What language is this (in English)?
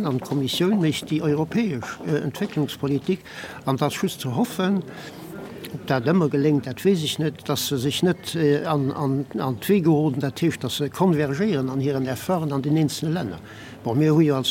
Luxembourgish